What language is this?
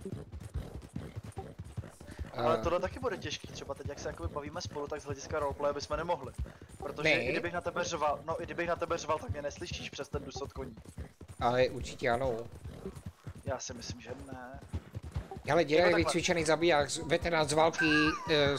Czech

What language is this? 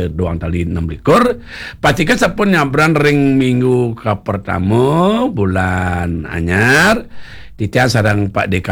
Balinese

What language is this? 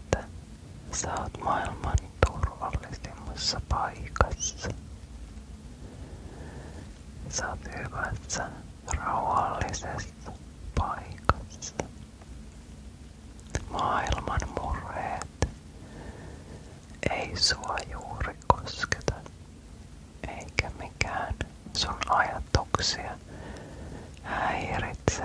Finnish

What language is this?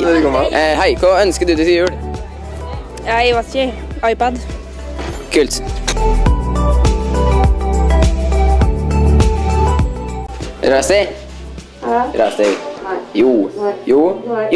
Norwegian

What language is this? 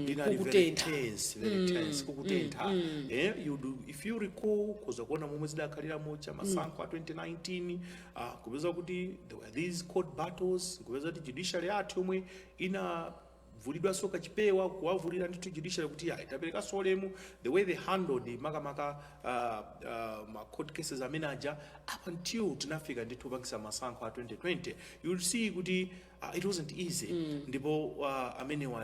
Nyanja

